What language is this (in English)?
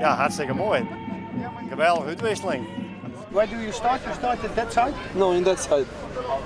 Western Frisian